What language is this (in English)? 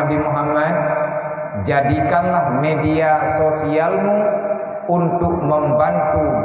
Achinese